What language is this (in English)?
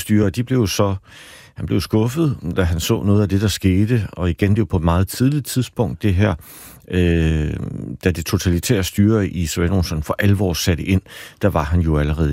Danish